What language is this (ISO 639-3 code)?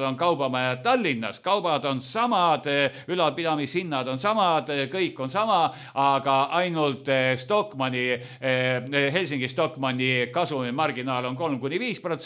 est